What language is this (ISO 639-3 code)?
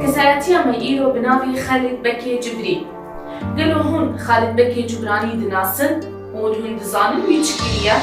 kur